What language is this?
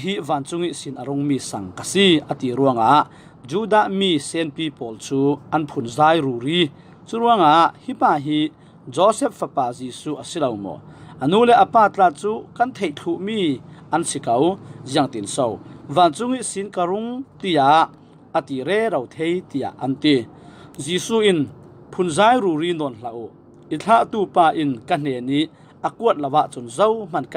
Falam Chin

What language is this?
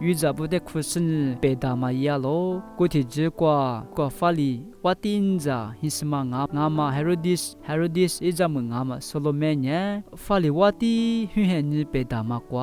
Lisu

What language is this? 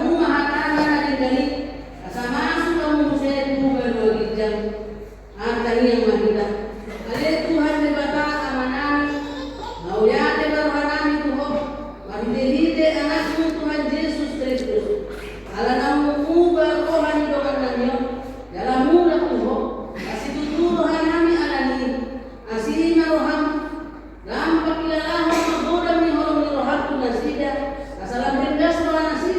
Batak Toba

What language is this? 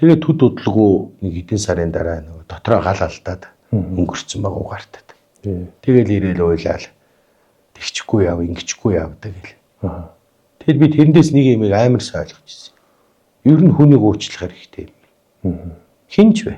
Mongolian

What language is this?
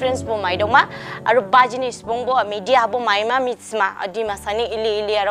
Dimasa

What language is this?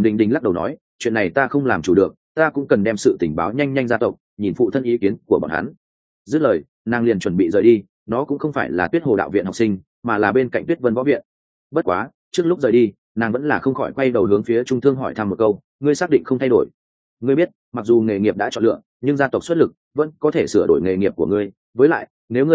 Vietnamese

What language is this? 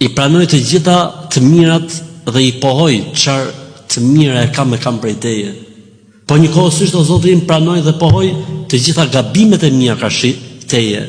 Albanian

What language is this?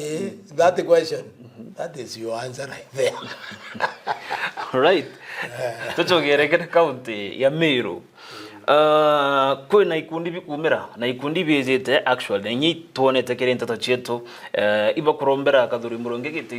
Meru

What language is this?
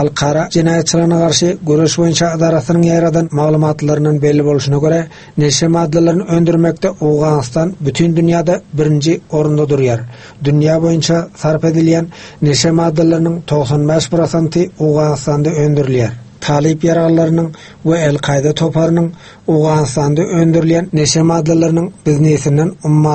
Turkmen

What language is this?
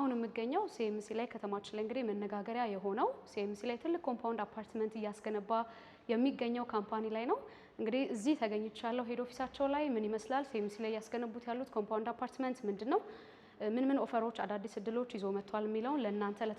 Amharic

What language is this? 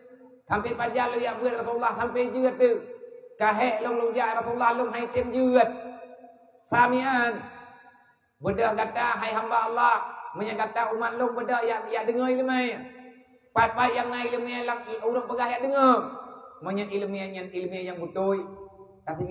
Achinese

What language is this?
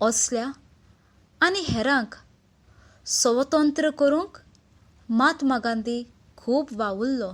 Konkani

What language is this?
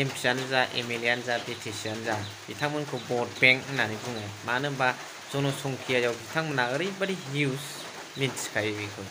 Bodo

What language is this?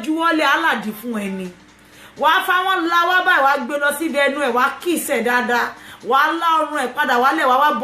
Yoruba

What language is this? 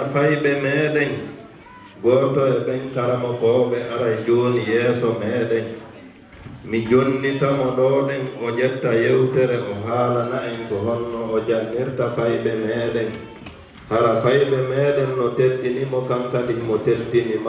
Fula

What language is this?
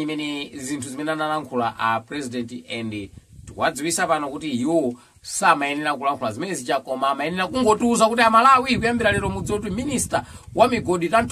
Nyanja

